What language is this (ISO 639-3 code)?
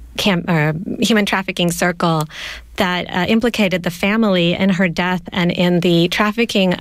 eng